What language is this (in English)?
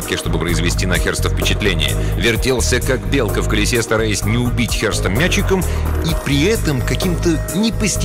Russian